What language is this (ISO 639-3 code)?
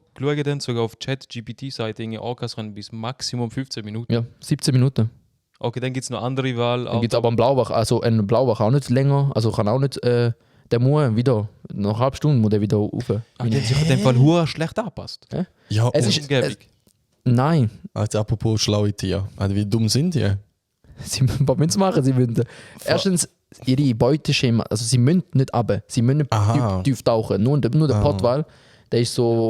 gsw